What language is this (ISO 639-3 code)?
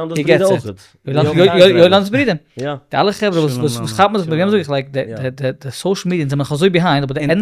yid